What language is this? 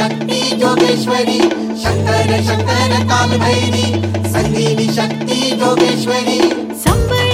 Marathi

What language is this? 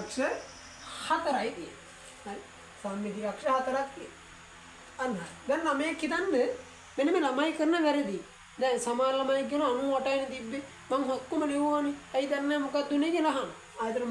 Sinhala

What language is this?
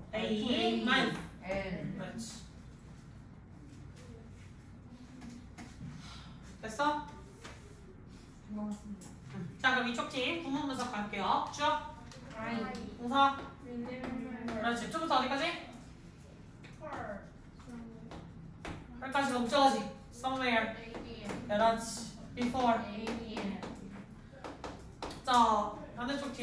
Korean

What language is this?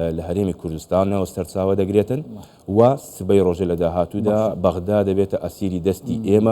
Central Kurdish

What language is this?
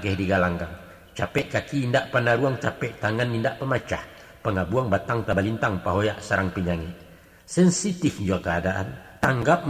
Minangkabau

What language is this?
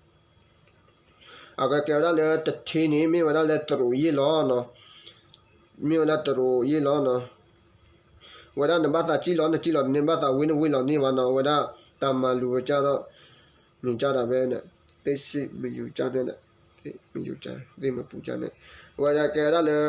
S'gaw Karen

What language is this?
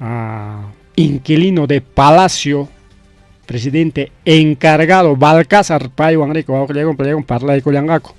Ayacucho Quechua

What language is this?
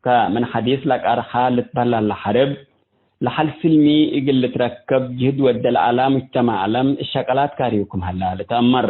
Tigre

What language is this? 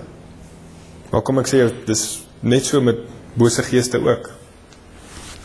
Afrikaans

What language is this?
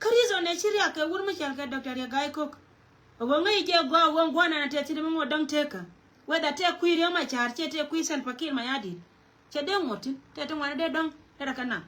Nuer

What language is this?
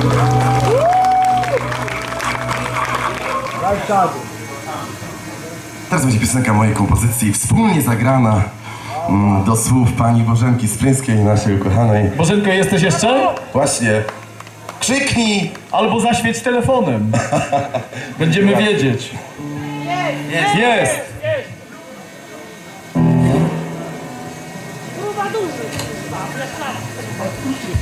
Polish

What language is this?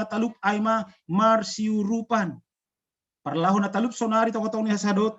Batak Simalungun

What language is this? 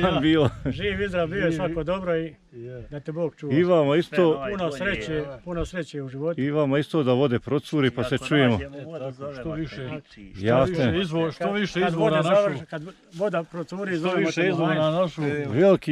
Croatian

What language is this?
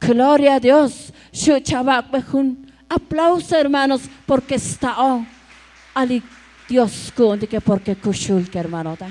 Tzotzil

